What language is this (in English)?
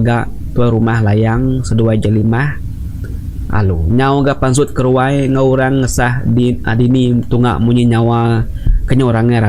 Iban